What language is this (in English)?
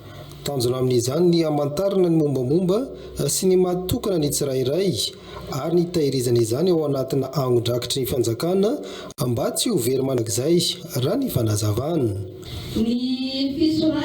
Malagasy